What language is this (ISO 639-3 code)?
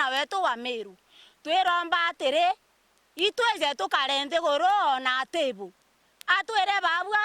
mer